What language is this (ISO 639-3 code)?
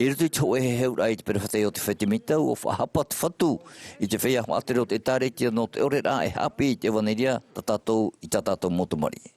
tah